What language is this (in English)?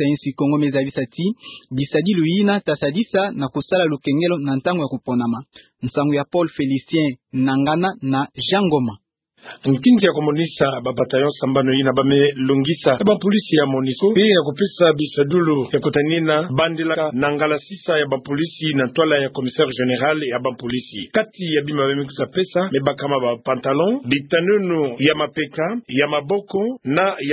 Kituba (Democratic Republic of Congo)